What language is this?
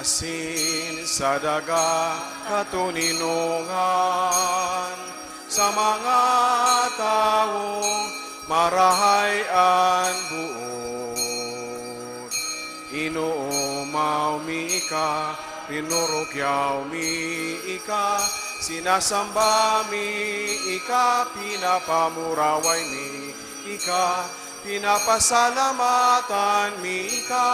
Bikol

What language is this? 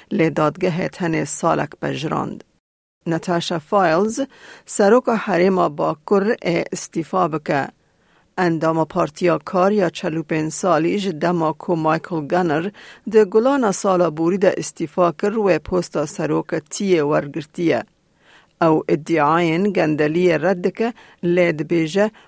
Kurdish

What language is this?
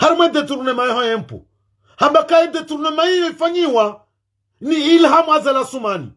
Ngazidja Comorian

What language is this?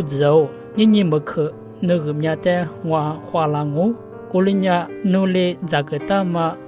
Lisu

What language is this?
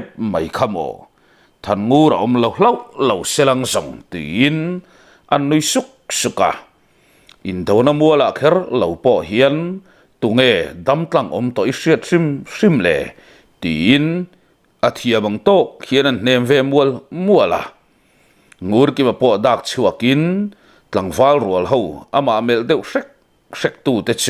Mizo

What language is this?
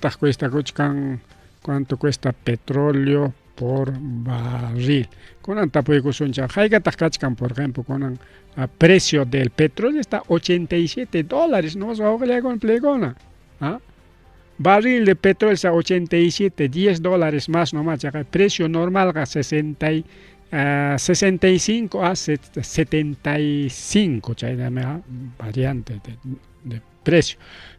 Ayacucho Quechua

